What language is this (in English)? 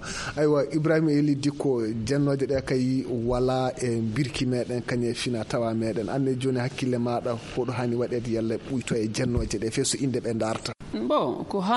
Fula